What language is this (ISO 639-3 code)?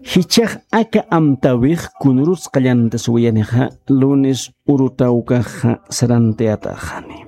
aym